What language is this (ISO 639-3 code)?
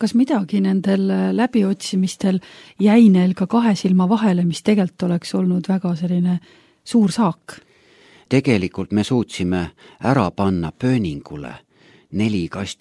est